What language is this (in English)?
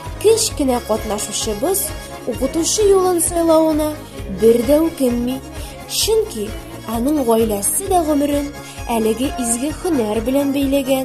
Bashkir